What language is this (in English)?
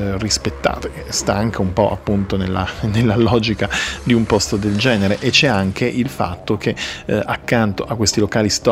Italian